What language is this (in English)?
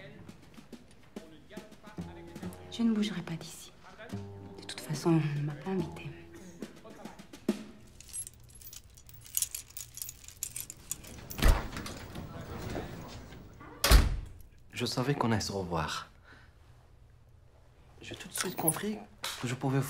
French